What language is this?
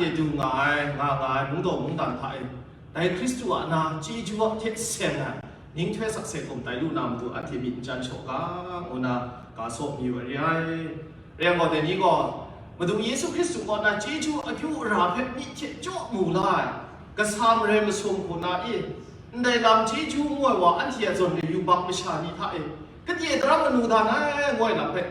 Kachin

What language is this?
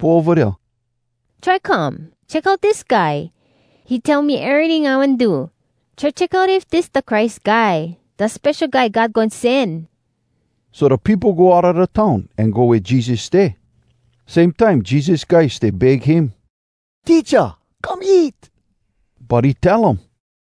Hawai'i Creole English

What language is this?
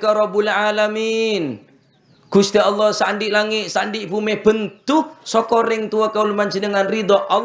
Madurese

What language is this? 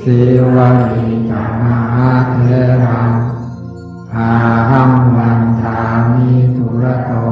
Pali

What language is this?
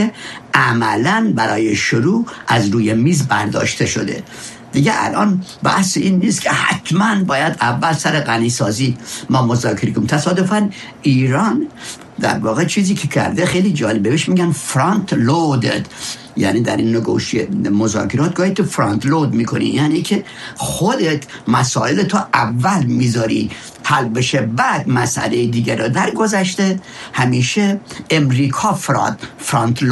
Persian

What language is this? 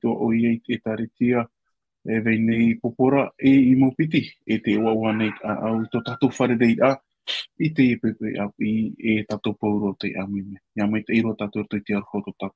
Tahitian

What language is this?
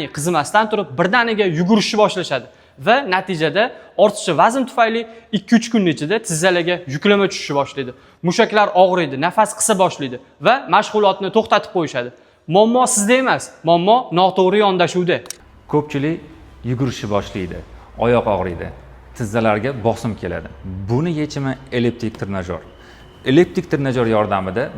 Uzbek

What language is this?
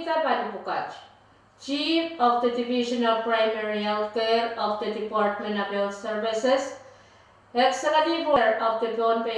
Pohnpeian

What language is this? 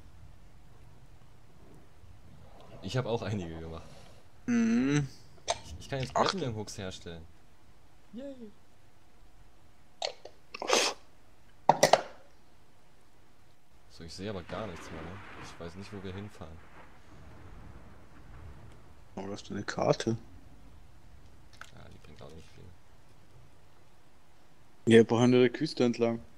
German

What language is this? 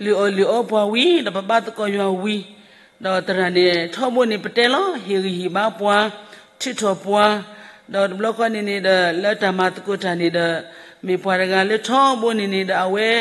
S'gaw Karen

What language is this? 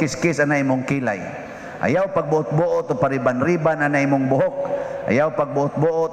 Cebuano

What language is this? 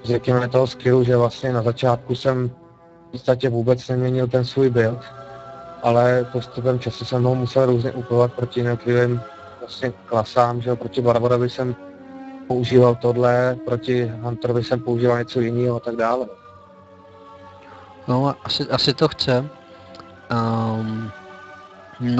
Czech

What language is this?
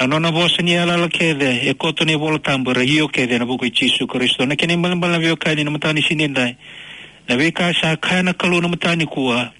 Fijian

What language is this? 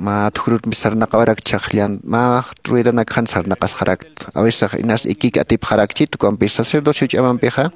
Aymara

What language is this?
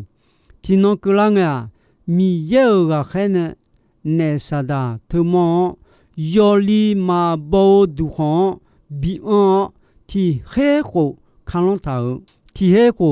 Akha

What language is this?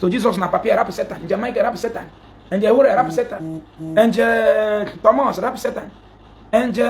Igbo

